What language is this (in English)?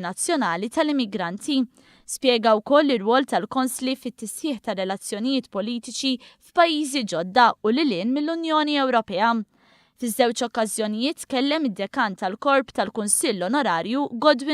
Maltese